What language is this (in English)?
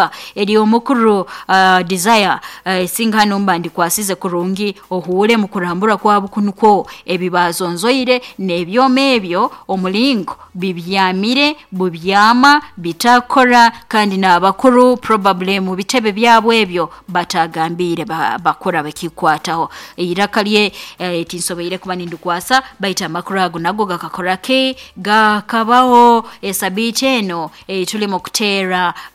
Nyoro